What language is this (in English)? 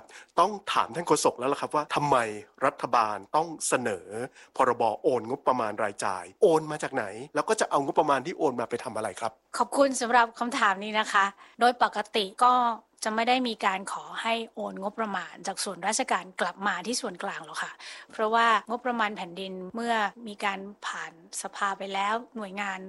Thai